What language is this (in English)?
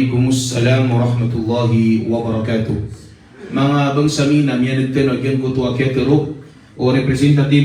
Maranao